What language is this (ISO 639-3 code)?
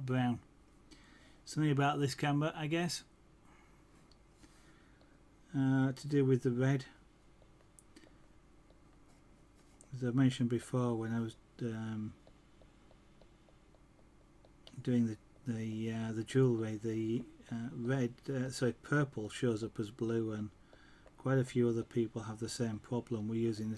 eng